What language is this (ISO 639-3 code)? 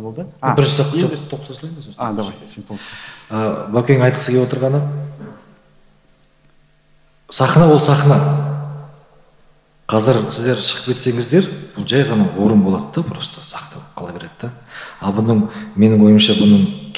kaz